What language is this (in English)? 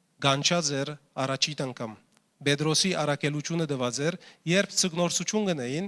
Western Armenian